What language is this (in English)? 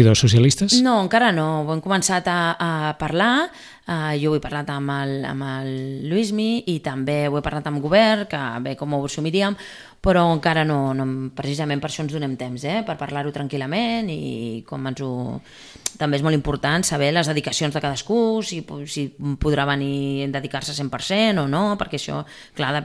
Catalan